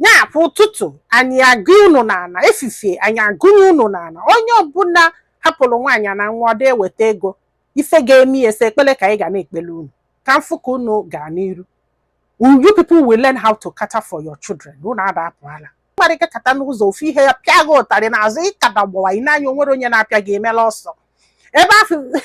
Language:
Igbo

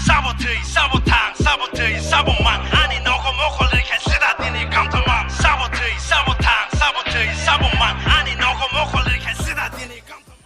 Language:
Kok Borok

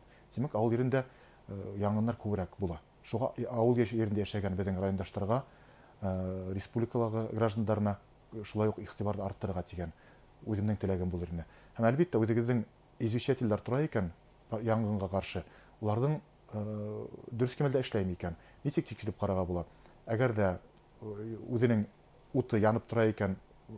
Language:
Bashkir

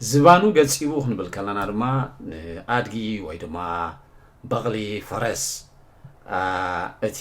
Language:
Tigrinya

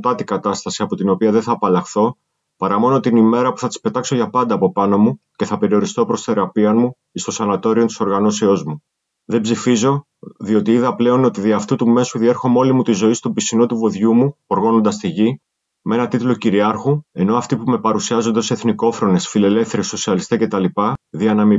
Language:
Greek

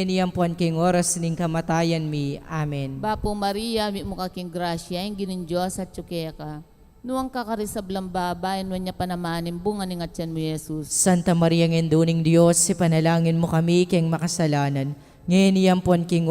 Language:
Pampanga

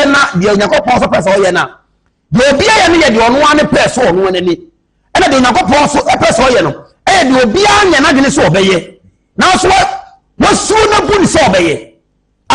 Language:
Akan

